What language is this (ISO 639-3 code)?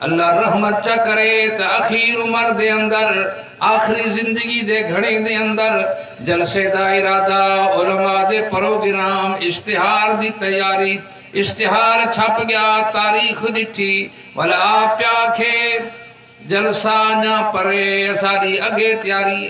skr